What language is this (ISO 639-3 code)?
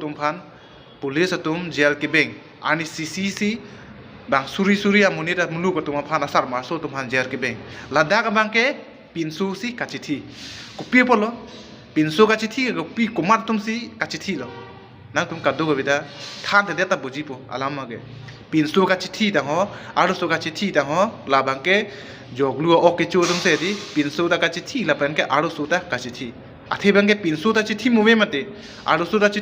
mjw